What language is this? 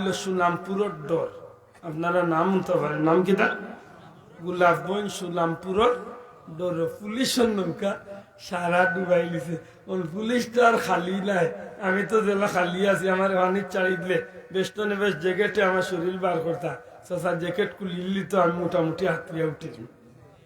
Sylheti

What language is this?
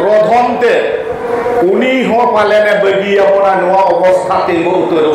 Santali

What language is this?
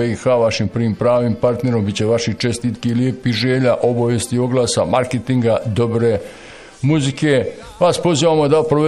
Bosnian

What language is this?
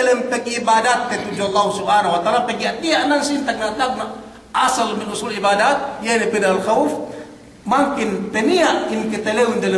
Yakan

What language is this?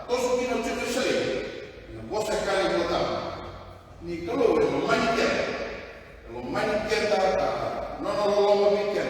Fijian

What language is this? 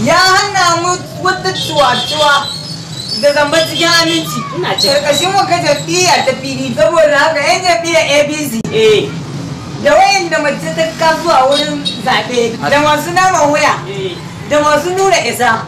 Hausa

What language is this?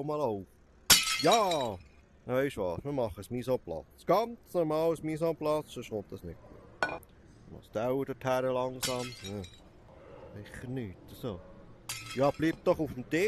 Swiss German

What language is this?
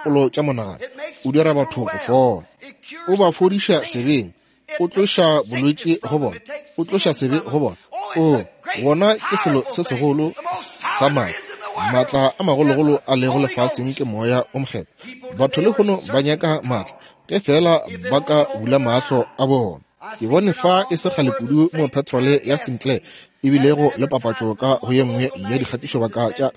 Northern Sotho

